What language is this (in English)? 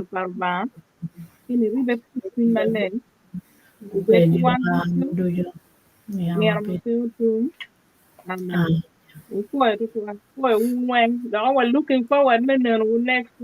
Acoli